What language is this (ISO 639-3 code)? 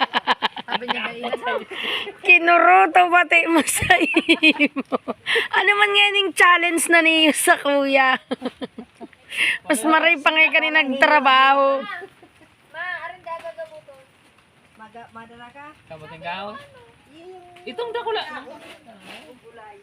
bik